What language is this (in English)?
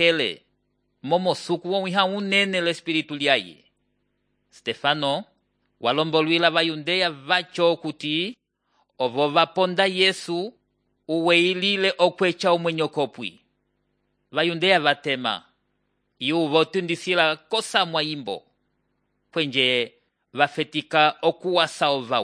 Umbundu